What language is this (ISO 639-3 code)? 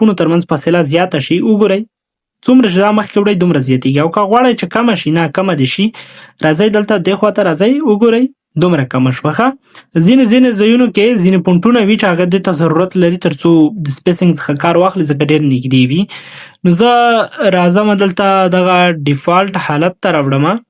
pus